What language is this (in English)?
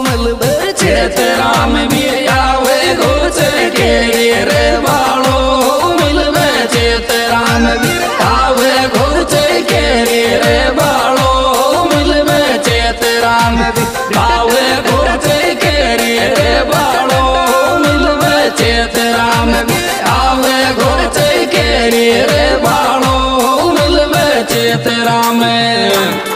Rajasthani